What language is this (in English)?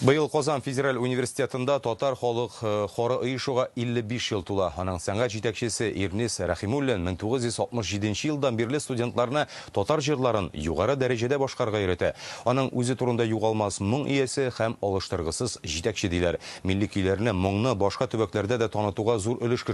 Tatar